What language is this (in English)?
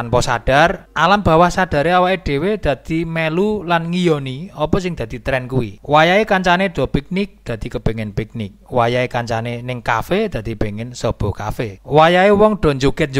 Javanese